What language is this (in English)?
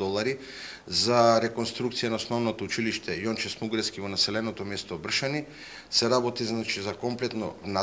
Macedonian